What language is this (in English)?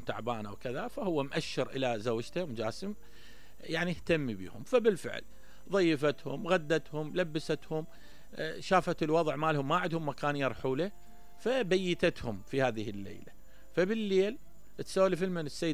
Mesopotamian Arabic